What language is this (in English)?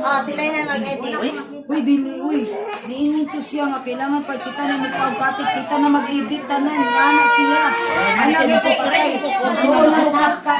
Cebuano